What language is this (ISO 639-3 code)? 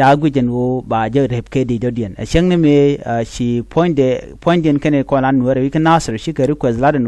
nus